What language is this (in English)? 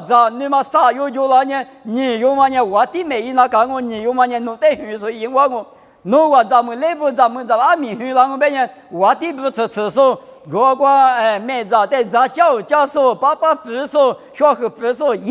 Lisu